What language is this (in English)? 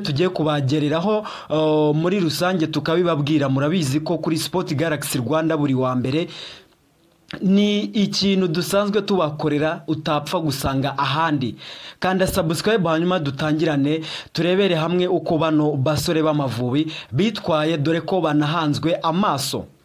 Kinyarwanda